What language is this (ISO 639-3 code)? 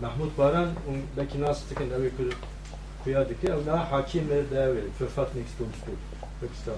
kur